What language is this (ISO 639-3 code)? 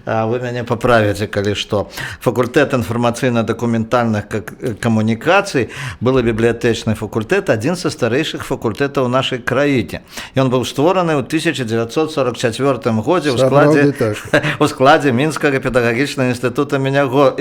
bel